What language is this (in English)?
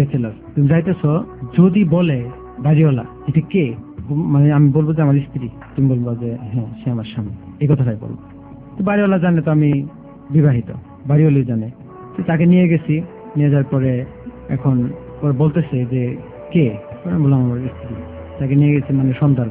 Bangla